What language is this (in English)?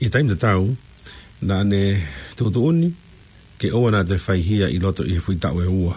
Tongan